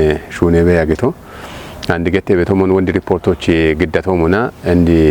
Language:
Kafa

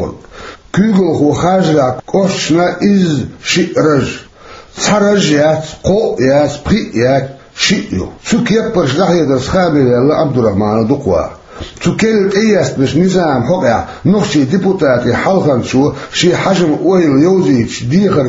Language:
Chechen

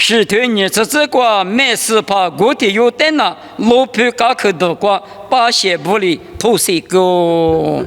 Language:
Lisu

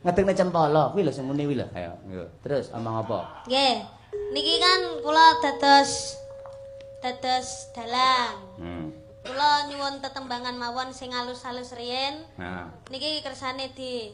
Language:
Javanese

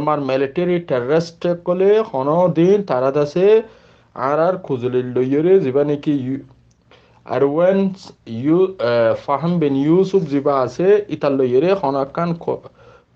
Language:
Rohingya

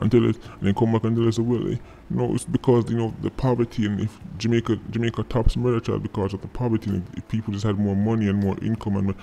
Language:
Jamaican Creole English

